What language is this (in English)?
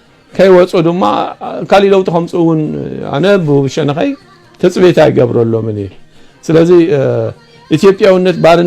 Tigrinya